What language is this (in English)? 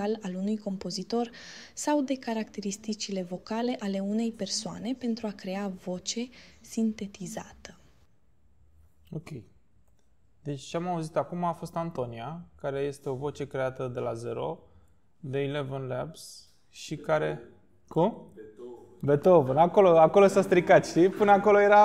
Romanian